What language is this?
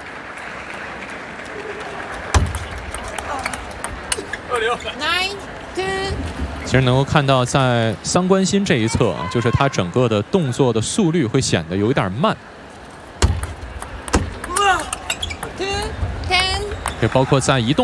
Chinese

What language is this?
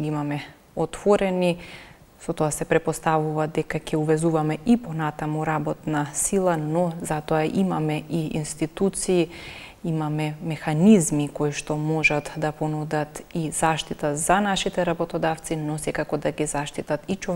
Macedonian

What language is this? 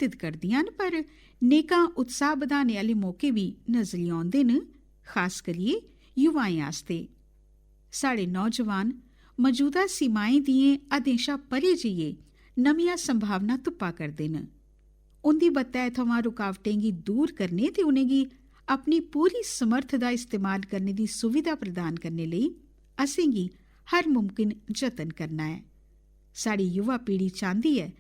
Dogri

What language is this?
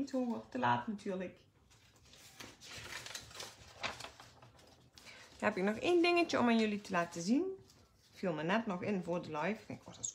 Dutch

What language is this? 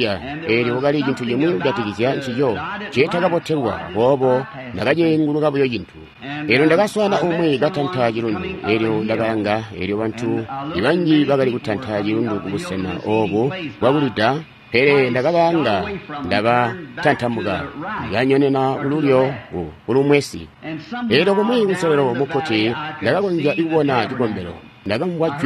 Tonga (Zambia)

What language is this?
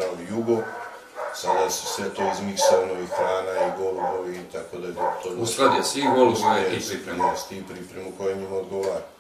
Serbian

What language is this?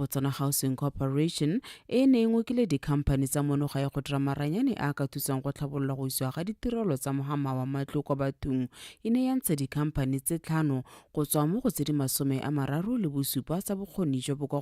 Tswana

